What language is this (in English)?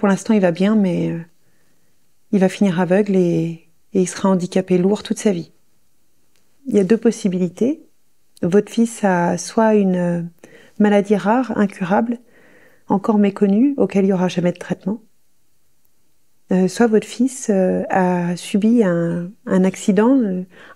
French